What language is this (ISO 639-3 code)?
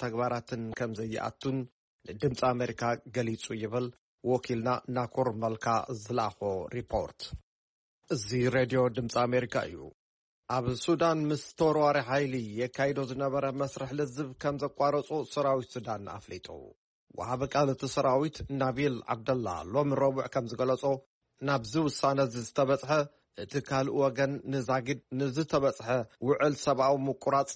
tir